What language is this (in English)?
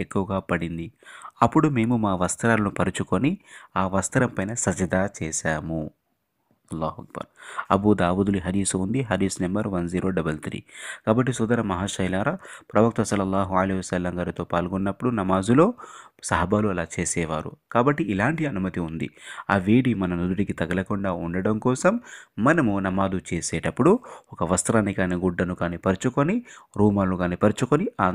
Telugu